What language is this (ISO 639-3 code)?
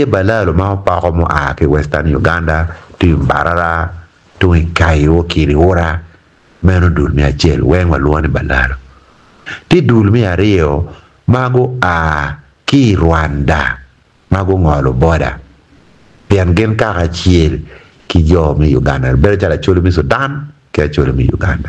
ach